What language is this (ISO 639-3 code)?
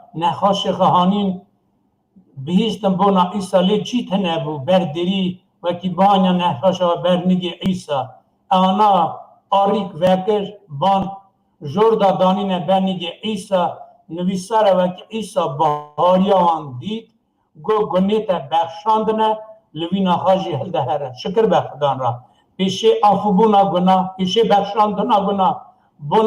kur